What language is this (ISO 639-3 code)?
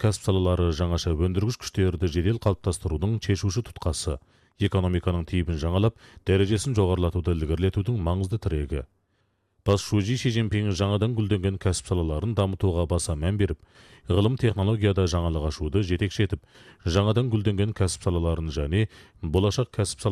kaz